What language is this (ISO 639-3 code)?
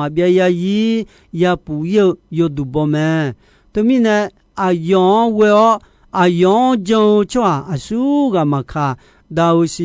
ahk